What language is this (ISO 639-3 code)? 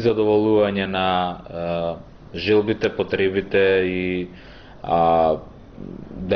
mkd